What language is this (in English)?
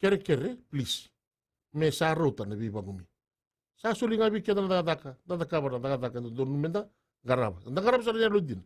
Fijian